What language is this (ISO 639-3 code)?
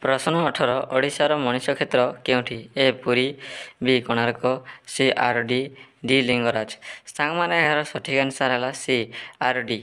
ori